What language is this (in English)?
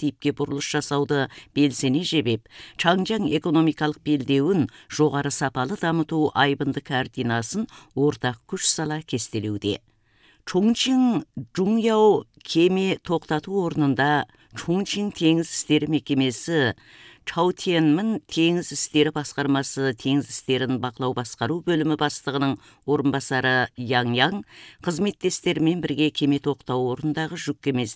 Kazakh